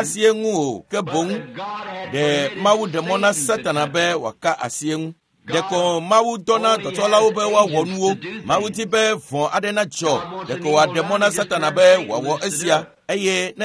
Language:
Ewe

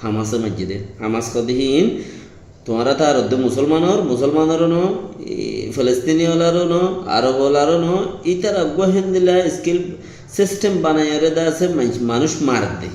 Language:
Rohingya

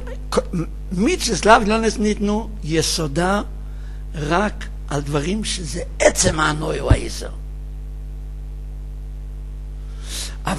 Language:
Hebrew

